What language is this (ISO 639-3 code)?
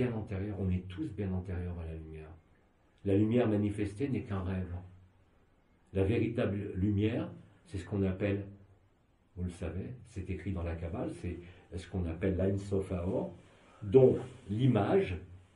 fra